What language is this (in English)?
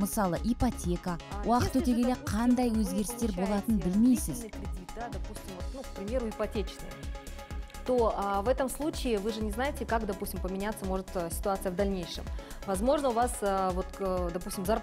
Kazakh